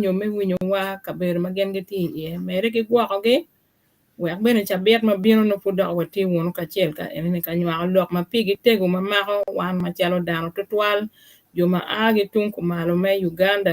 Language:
Acoli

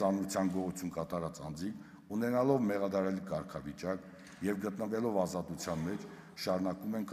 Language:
Armenian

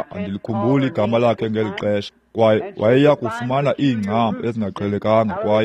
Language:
Xhosa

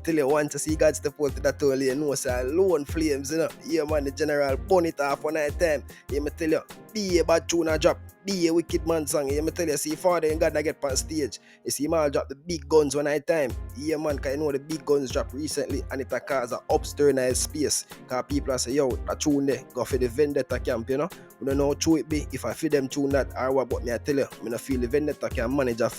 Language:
Jamaican Creole English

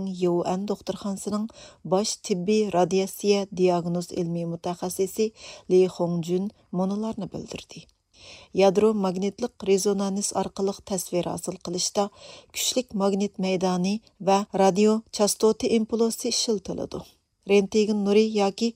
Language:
Uyghur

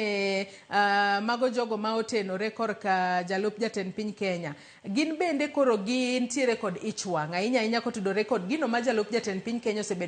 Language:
Luo (Kenya and Tanzania)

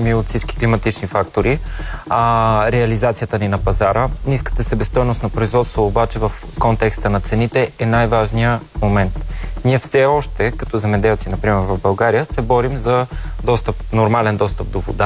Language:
Bulgarian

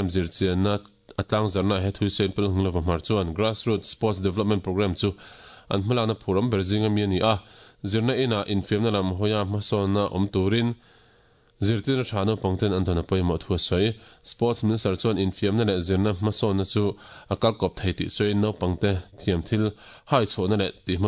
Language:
Mizo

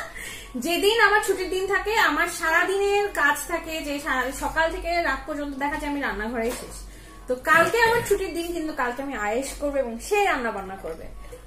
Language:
Bangla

